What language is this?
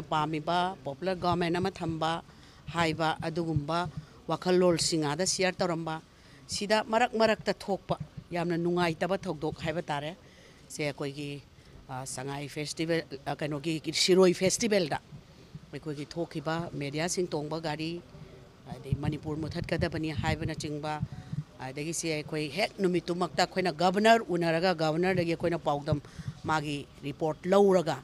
Manipuri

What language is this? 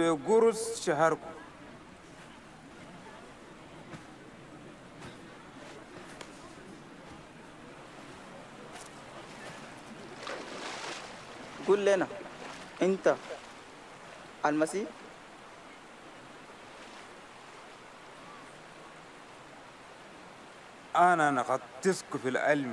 Chadian Arabic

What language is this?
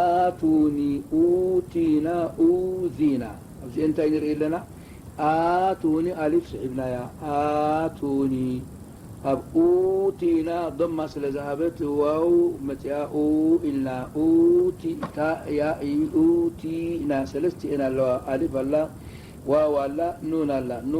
Tigrinya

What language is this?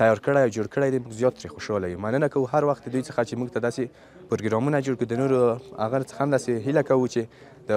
Pashto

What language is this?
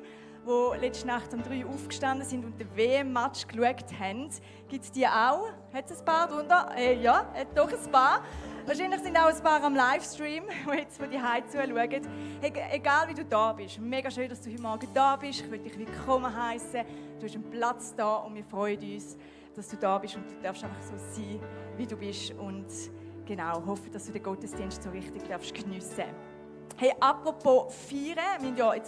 Swiss German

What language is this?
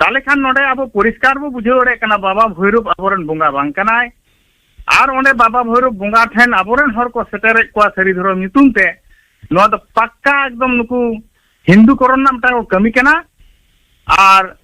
Santali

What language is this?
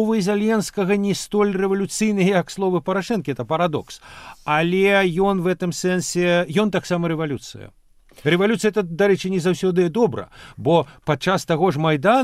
Belarusian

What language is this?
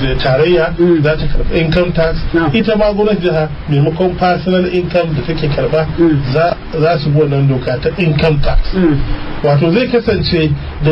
Hausa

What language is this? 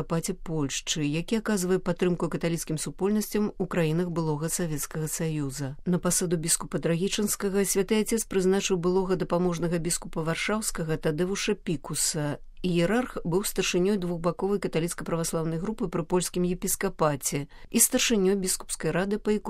Belarusian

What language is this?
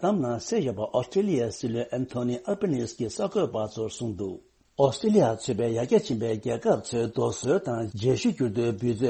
Tibetan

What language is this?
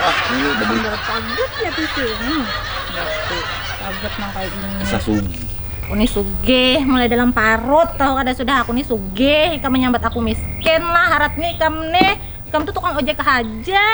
Banjar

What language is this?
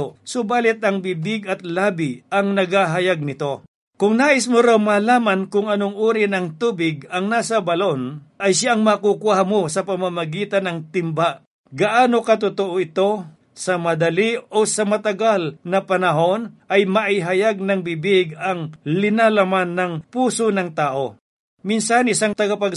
Filipino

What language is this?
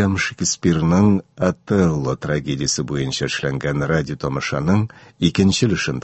Tatar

